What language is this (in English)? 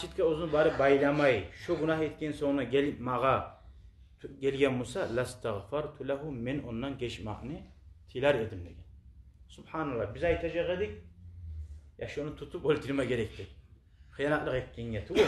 Kumyk